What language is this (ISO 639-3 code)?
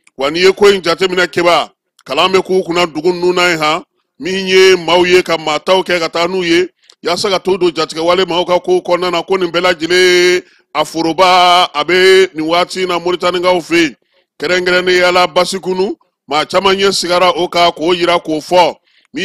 bam